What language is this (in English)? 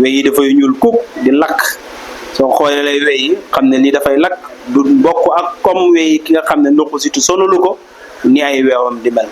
Wolof